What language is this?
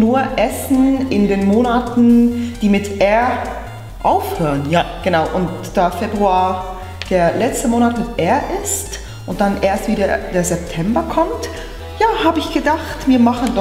Swiss German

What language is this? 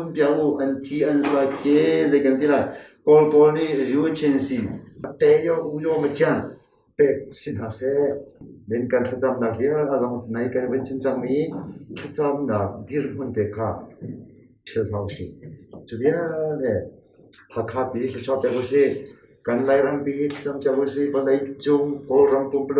Hakha Chin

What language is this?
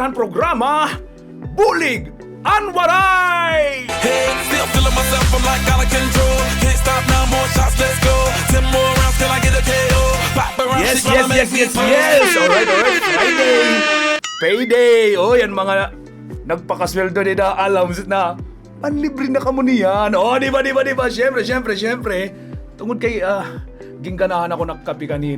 Waray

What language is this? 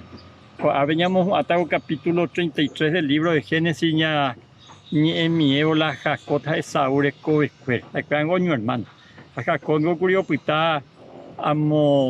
Guarani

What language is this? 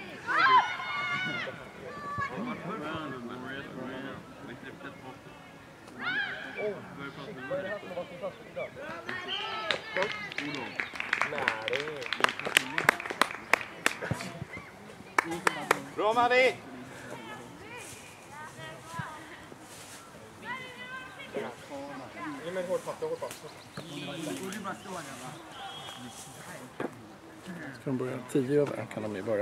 Swedish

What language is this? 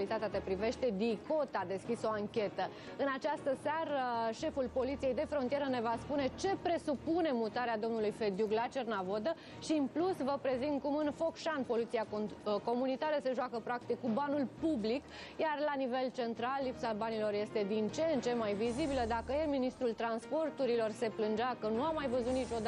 Romanian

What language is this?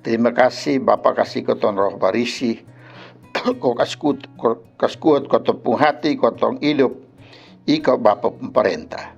Kupang Malay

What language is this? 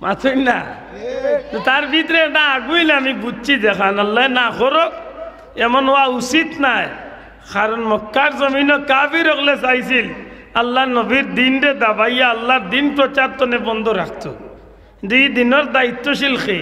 Sylheti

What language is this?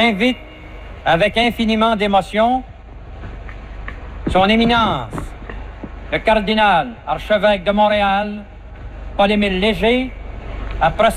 French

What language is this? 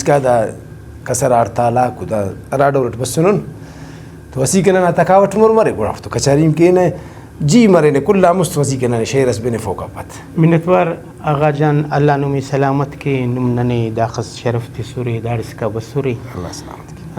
Brahui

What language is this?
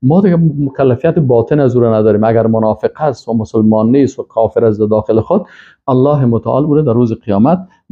Persian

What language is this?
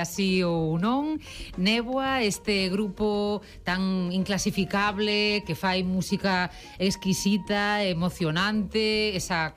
Galician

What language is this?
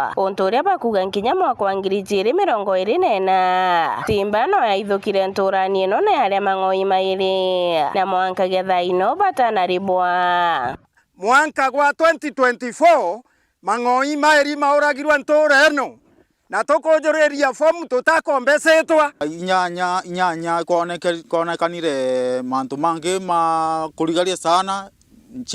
Meru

